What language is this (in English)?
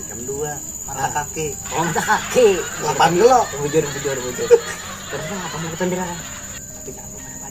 Banjar